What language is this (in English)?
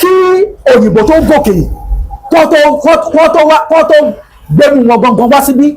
Yoruba